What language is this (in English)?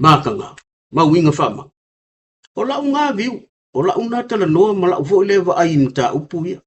Samoan